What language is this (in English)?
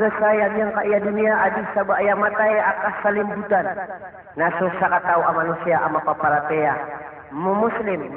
Maranao